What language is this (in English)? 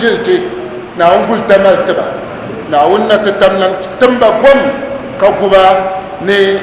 Dagbani